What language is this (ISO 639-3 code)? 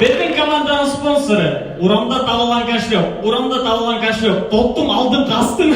bak